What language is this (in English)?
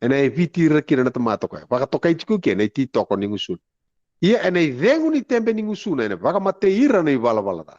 Fijian